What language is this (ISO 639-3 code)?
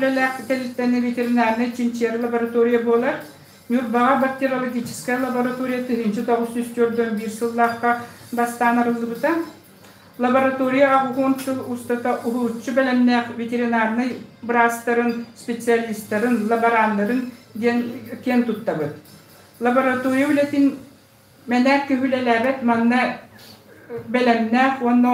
sah